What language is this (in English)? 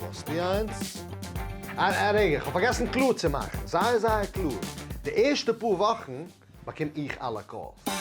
Yiddish